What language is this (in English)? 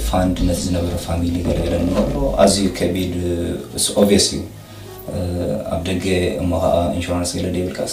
Tigrinya